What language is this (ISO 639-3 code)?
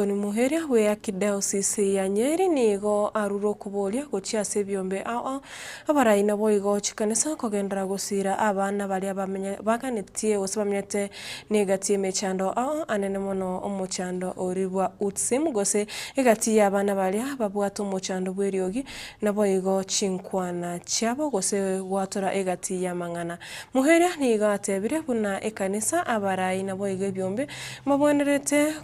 guz